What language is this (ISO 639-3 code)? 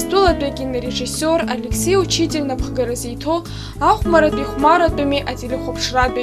abk